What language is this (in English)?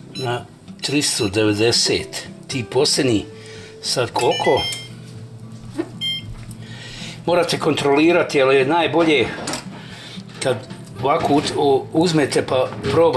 Croatian